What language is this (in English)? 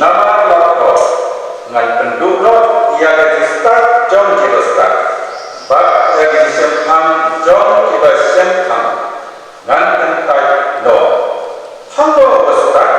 Khasi